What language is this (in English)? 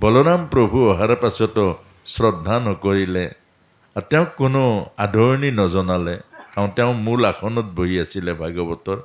Assamese